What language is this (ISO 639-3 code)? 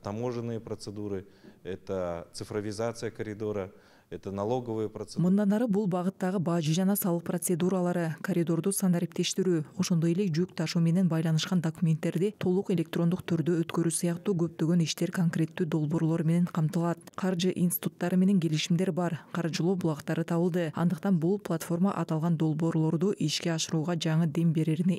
kir